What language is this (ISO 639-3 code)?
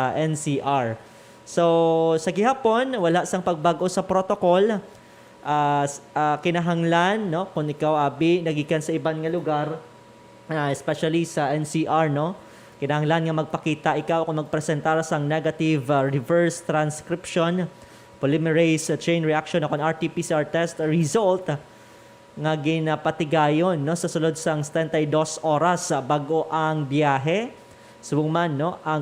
hil